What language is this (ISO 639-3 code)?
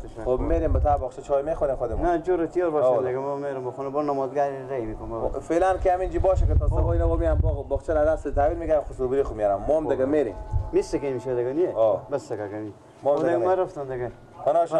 fas